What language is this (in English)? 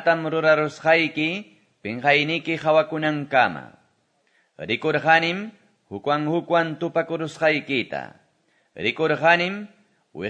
Quechua